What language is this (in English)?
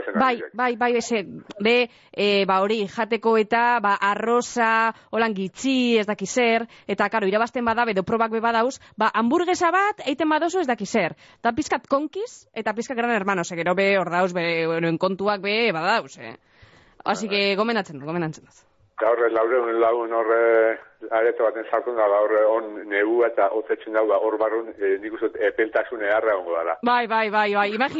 Basque